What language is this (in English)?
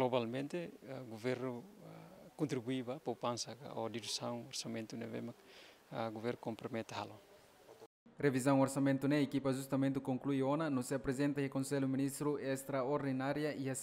Tetum